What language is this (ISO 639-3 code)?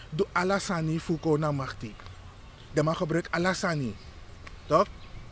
srn